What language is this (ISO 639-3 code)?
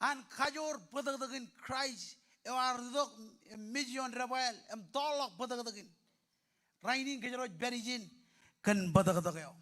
mah